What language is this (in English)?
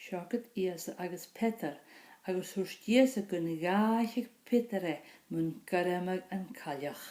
Scottish Gaelic